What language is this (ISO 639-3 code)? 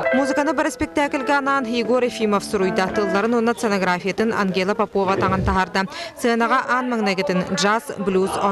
sah